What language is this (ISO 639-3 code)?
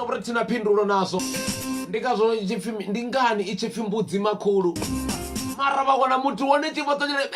ven